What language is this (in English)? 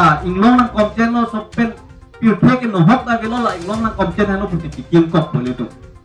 Karbi